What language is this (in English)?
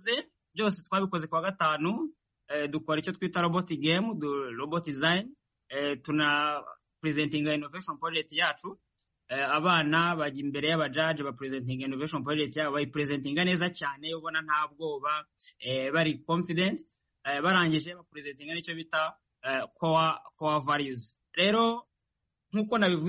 Kinyarwanda